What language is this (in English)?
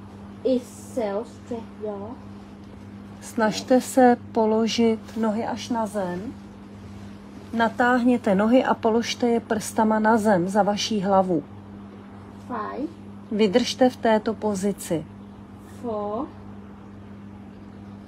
Czech